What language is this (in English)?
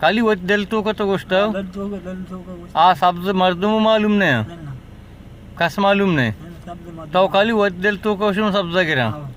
Baluchi